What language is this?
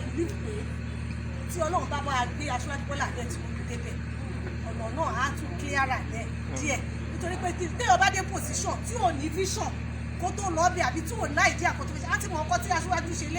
Yoruba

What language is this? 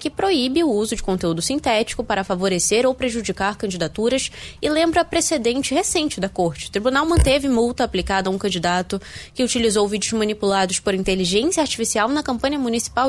Portuguese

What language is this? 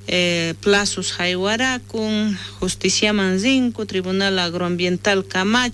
South Bolivian Quechua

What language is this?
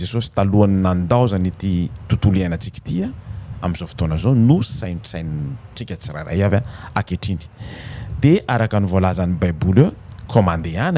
Malagasy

